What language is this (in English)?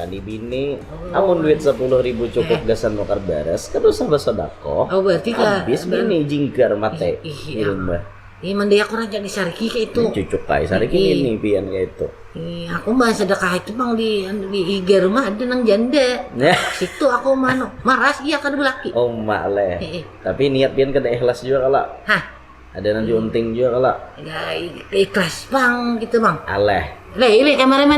Banjar